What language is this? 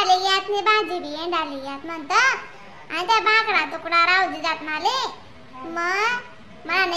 Khandesi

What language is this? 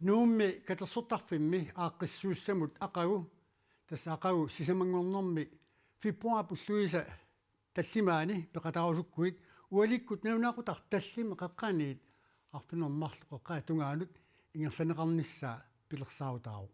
Kalaallisut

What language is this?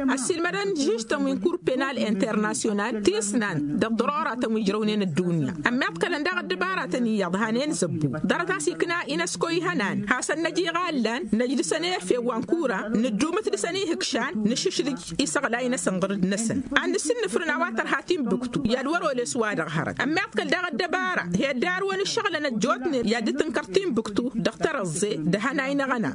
Tamasheq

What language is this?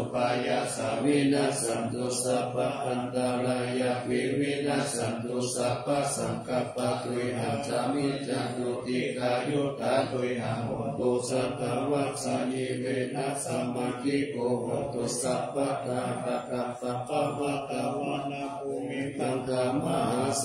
Pali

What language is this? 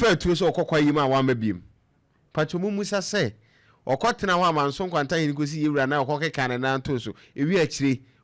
Akan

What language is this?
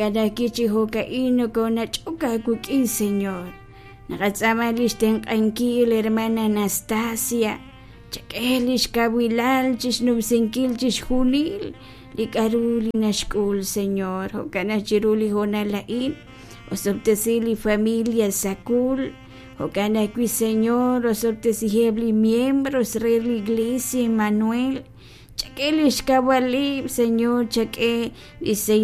Kekchí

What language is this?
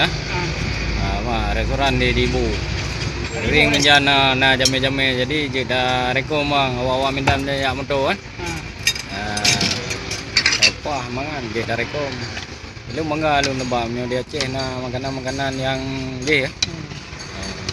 Achinese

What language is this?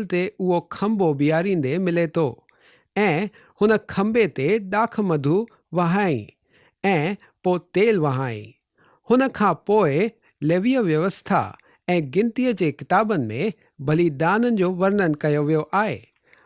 Sindhi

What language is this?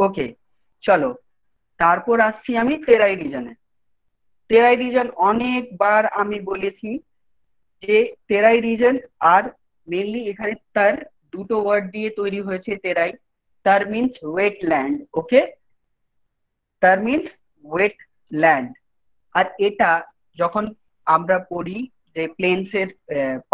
Bangla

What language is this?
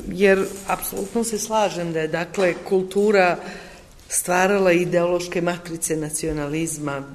Serbian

